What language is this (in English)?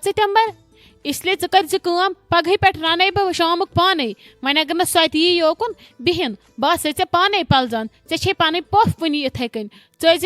Kashmiri